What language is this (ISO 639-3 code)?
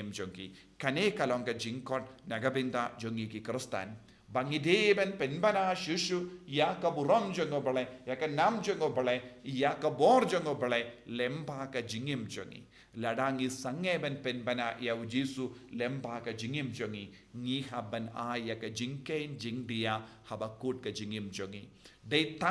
kha